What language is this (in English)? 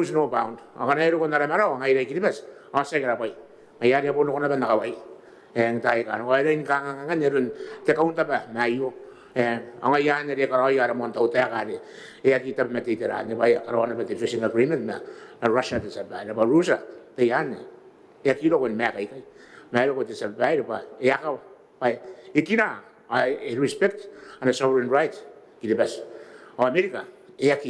Gilbertese